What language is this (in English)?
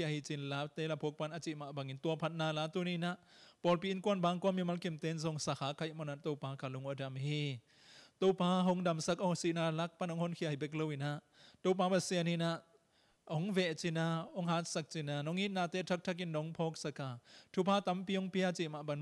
Tedim Chin